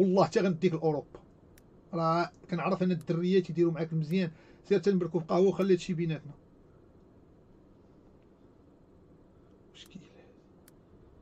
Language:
Moroccan Arabic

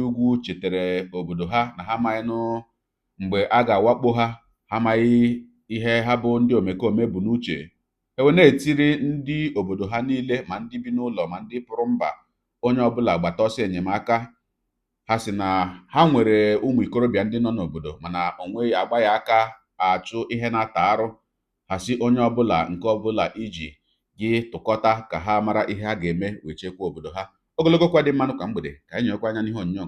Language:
Igbo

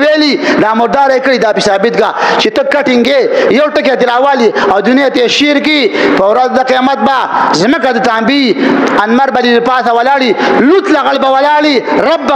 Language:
Pashto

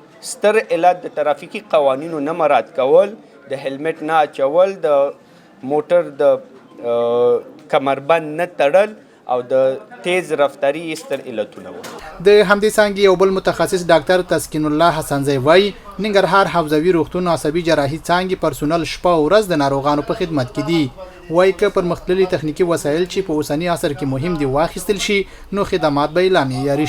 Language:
Pashto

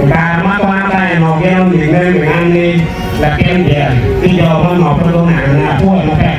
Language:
Acoli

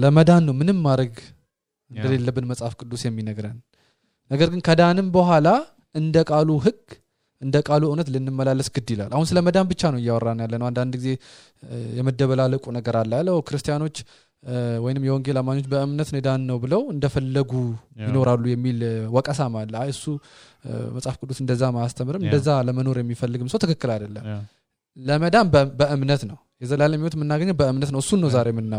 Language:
Amharic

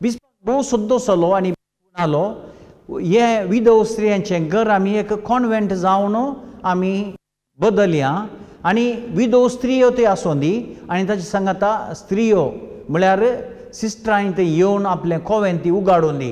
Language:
Konkani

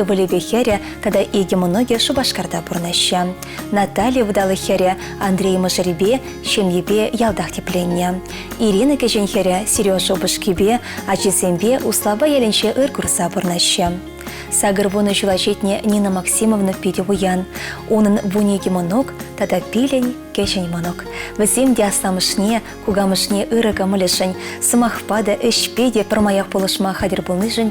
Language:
Chuvash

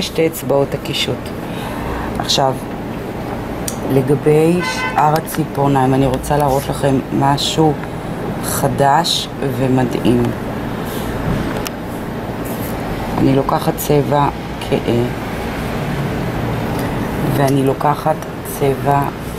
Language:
Hebrew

